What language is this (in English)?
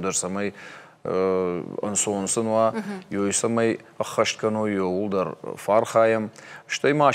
Ossetic